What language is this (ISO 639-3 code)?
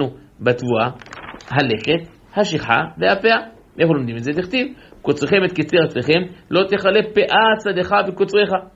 heb